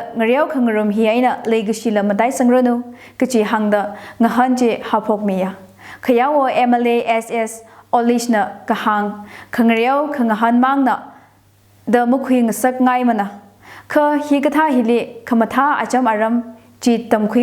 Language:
Tangkhul Naga (India)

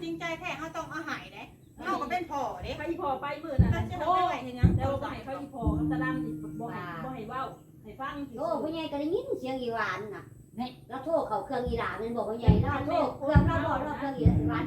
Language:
Northeastern Thai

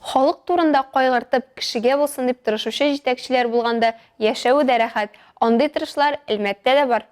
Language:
Tatar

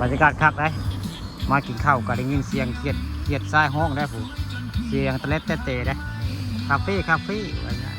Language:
Northeastern Thai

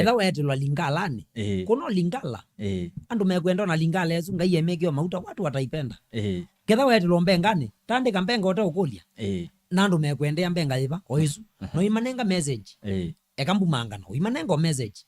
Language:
Kamba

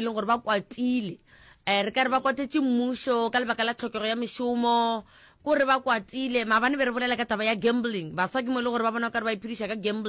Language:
Northern Sotho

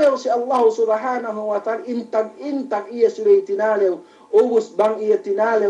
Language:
Yakan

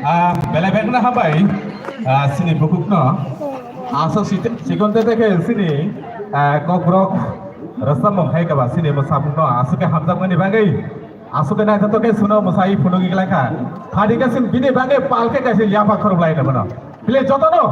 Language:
Kok Borok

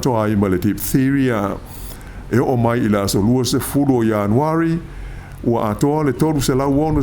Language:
Samoan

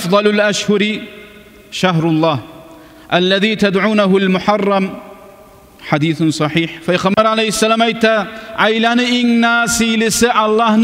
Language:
Kumyk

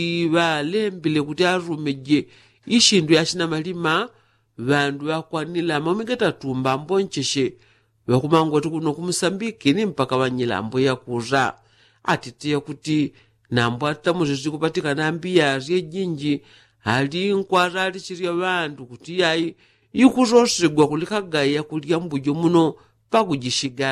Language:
Yao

